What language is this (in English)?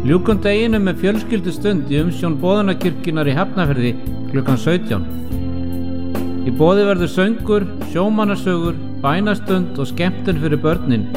Icelandic